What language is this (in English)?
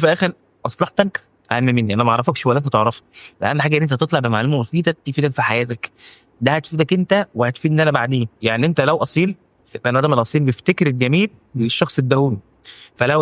Egyptian Arabic